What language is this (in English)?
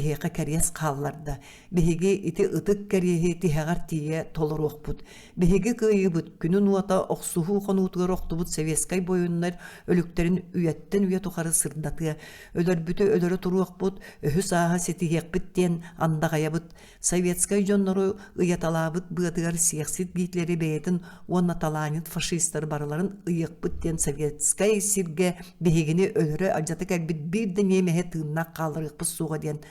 Yakut